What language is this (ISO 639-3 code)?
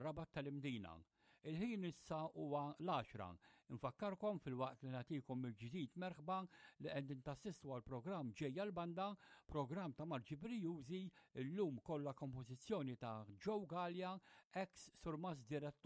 mlt